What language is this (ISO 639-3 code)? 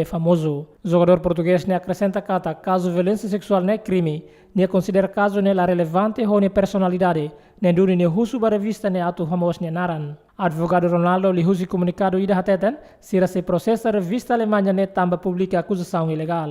tet